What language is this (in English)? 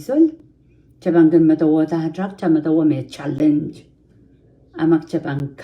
Pohnpeian